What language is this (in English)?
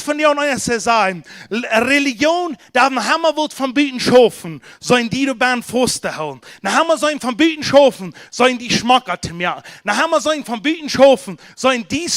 Plautdietsch